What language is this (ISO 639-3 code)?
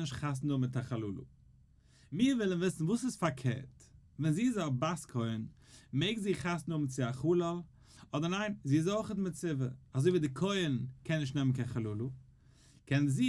yid